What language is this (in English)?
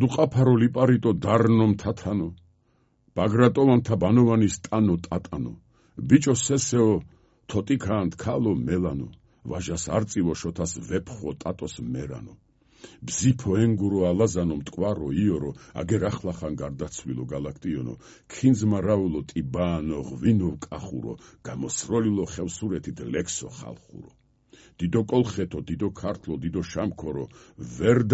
Georgian